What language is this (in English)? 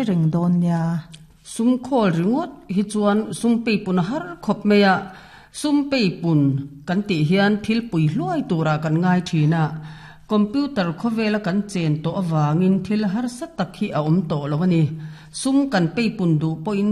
Mizo